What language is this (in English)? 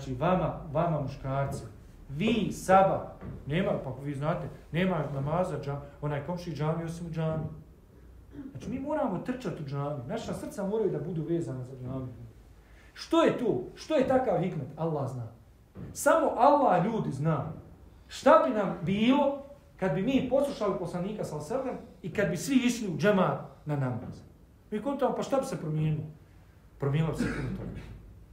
Bosnian